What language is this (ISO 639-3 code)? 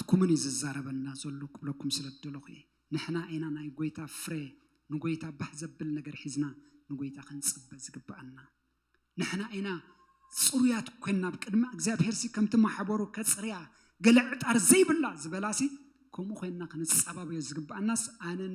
tir